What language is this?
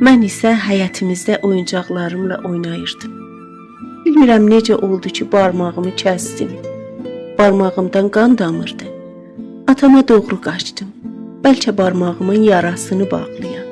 South Azerbaijani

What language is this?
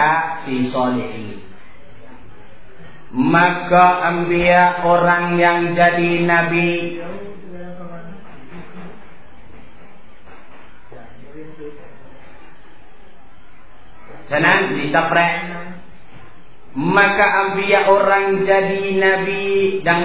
Thai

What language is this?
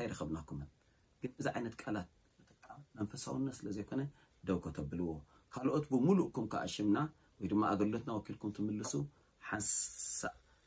Tigrinya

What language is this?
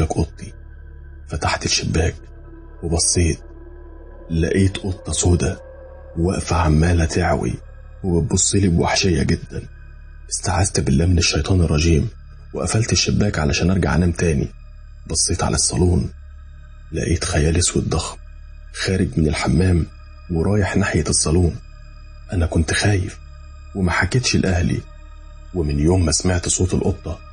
Egyptian Arabic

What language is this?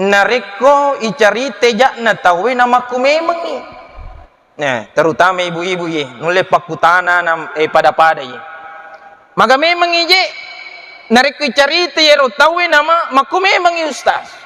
Buginese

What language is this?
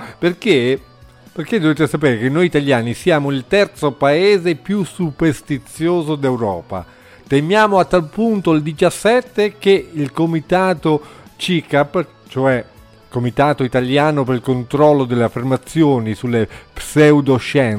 Italian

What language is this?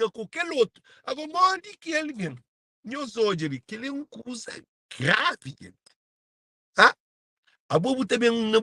Kabuverdianu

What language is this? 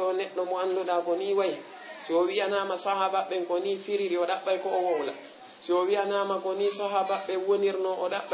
Fula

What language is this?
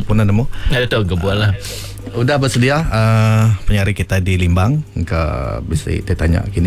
Iban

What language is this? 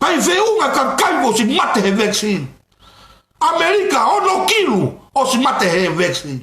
Tongan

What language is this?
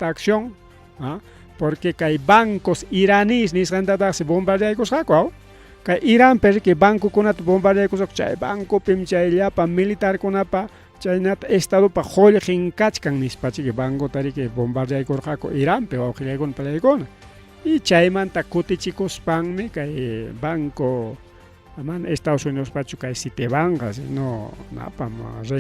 Ayacucho Quechua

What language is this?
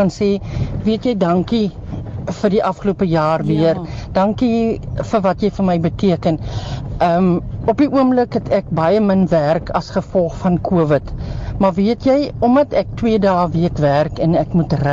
Afrikaans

